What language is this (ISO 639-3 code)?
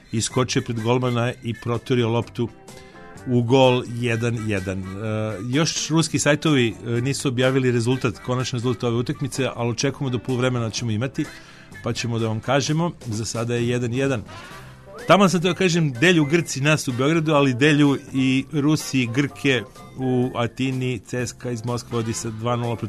srp